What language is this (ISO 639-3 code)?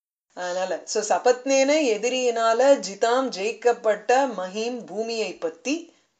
tam